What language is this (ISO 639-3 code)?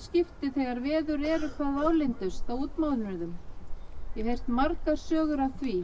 isl